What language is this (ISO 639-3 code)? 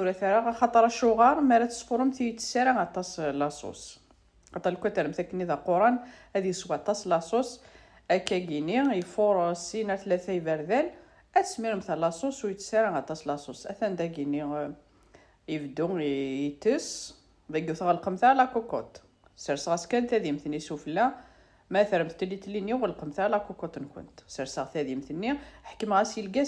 kab